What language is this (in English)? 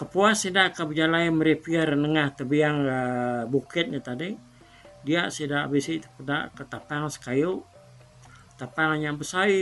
Iban